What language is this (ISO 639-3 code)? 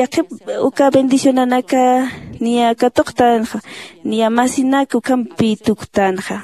aym